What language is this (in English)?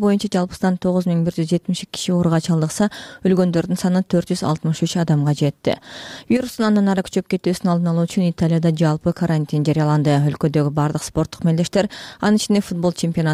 Kyrgyz